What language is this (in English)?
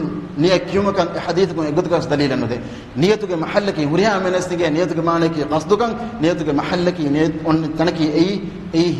Divehi